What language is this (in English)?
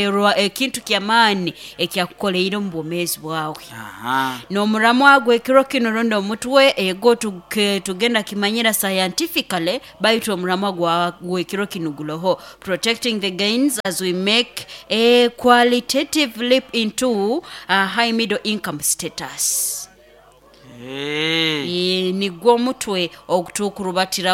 Nyoro